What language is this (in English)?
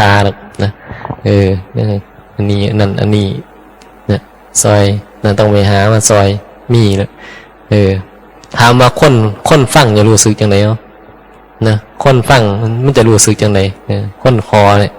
Northeastern Thai